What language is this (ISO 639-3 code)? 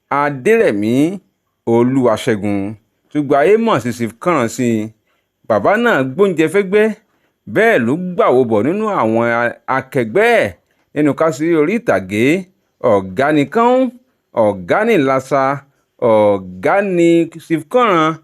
yor